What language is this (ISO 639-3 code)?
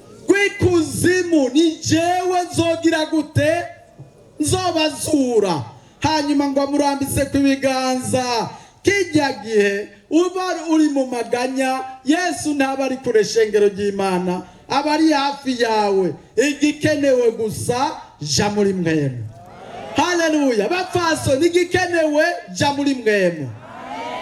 run